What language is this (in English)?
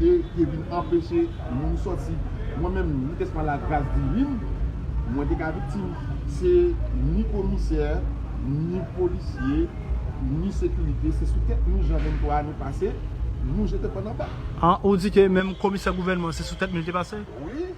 Haitian Creole